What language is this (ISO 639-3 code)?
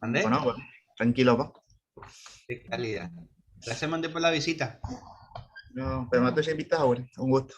grn